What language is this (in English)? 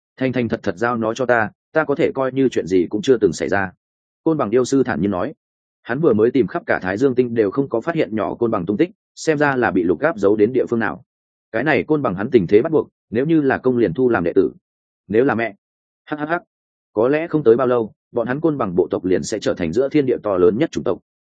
Vietnamese